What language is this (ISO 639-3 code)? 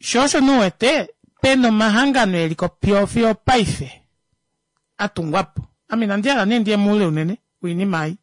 kua